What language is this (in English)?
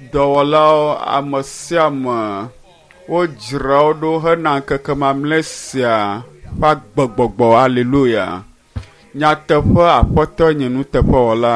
Ewe